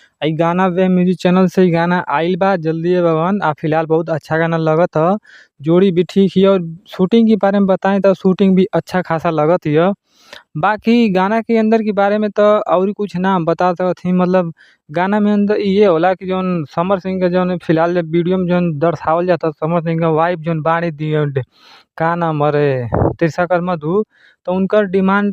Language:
Bhojpuri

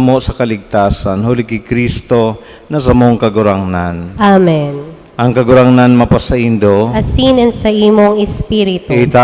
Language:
Bikol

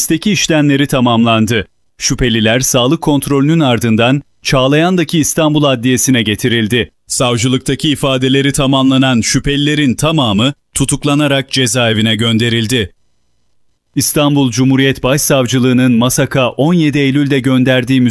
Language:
Turkish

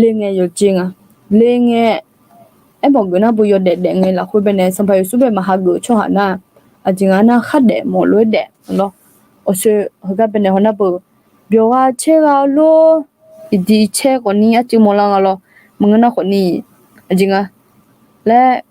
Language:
Akha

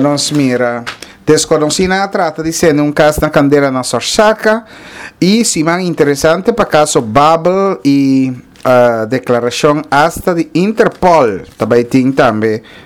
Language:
Papiamento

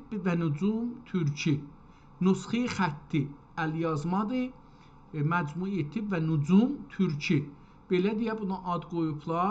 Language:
South Azerbaijani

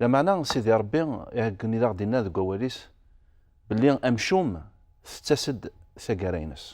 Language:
Kabyle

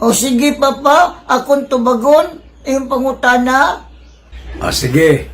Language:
Cebuano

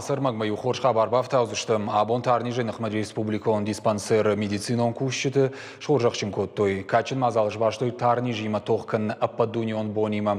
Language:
Ossetic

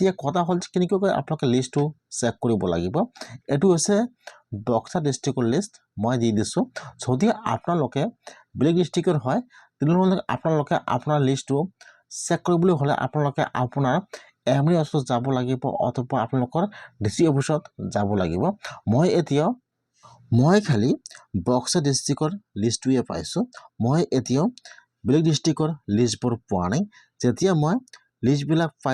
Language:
Assamese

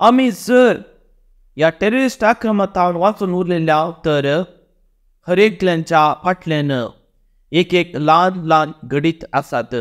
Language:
Konkani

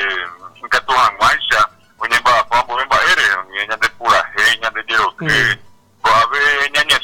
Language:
Guarani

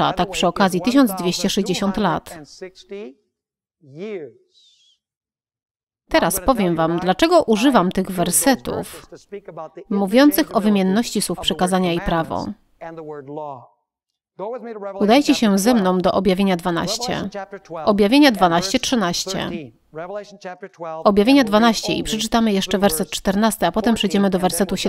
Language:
Polish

